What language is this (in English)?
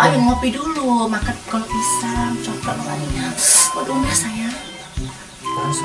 Musi